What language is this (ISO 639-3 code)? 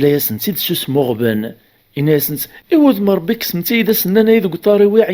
kab